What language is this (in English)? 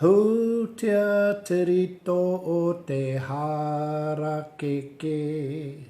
Māori